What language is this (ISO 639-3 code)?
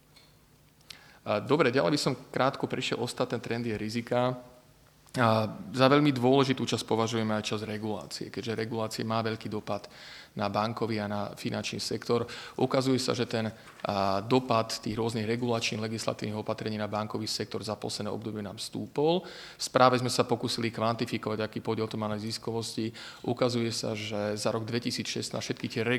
slk